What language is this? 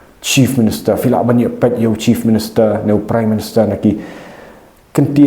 Khasi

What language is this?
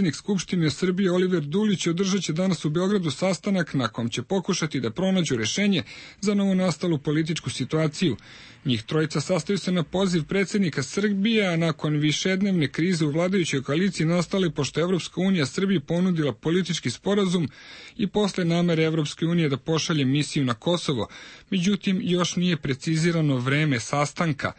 Serbian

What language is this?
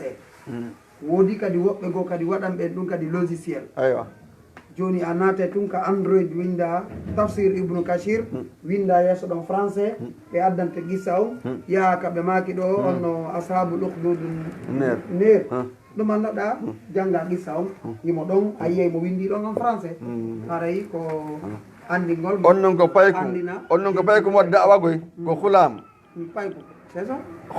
Fula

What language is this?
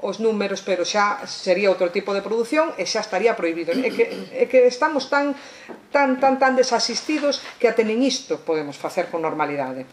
Galician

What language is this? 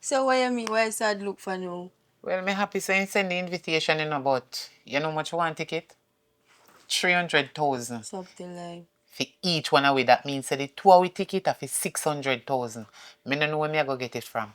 Jamaican Creole English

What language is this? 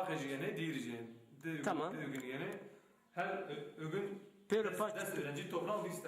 Zaza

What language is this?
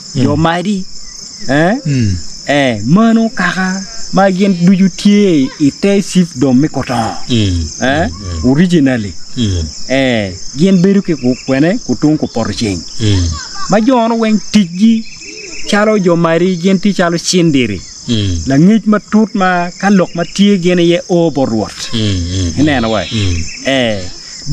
Acoli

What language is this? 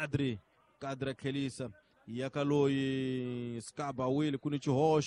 Tsonga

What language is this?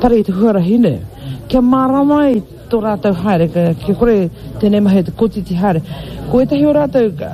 Māori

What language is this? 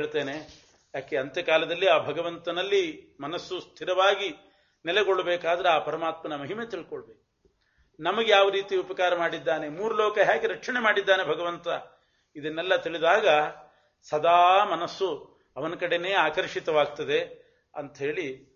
Kannada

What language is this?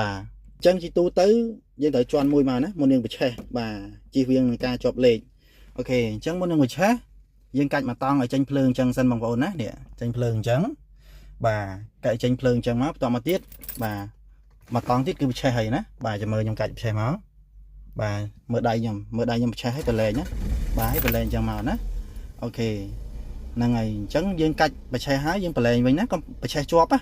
Khmer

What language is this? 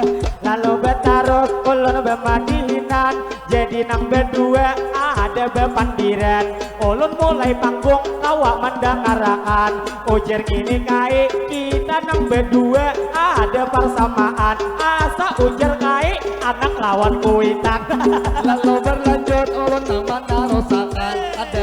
Banjar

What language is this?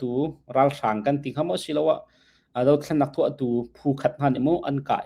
Hakha Chin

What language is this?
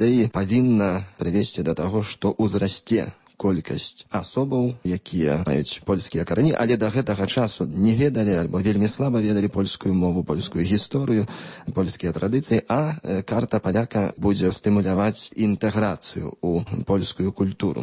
Belarusian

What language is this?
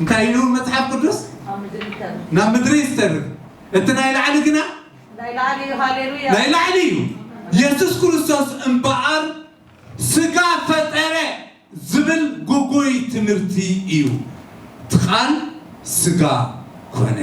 Tigrinya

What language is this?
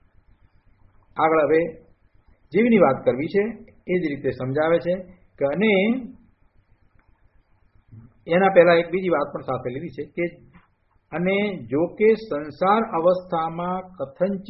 Gujarati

